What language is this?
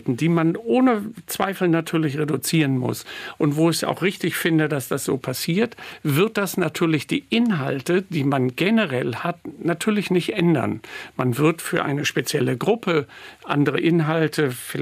German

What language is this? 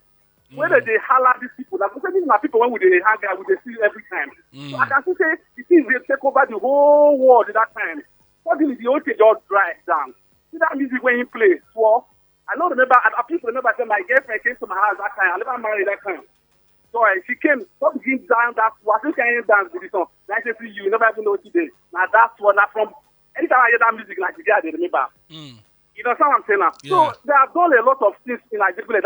Nigerian Pidgin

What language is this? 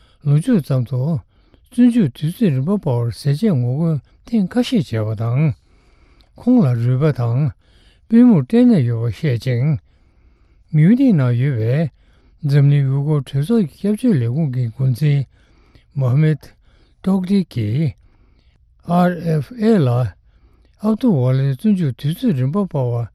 Tibetan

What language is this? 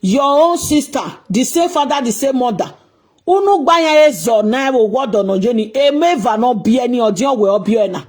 Nigerian Pidgin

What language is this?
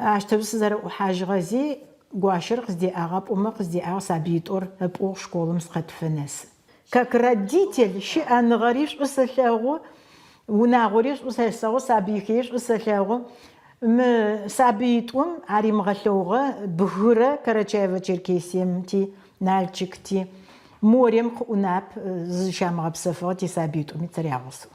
Adyghe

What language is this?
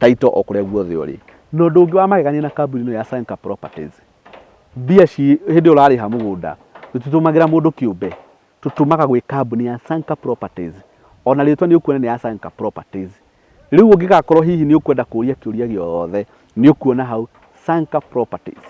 Kikuyu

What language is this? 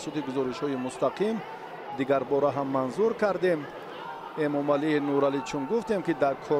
Tajik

